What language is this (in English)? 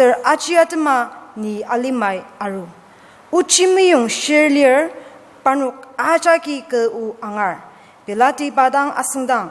Ao Naga